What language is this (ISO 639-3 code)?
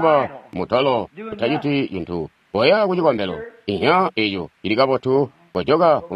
toi